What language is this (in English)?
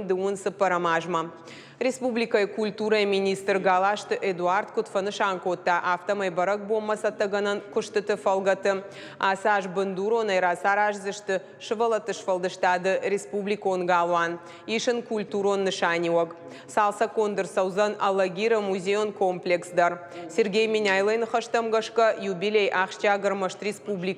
Ossetic